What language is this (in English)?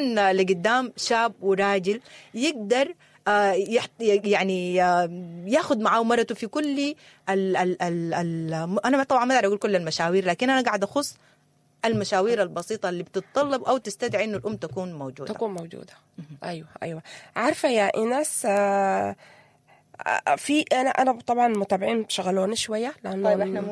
Sudanese Arabic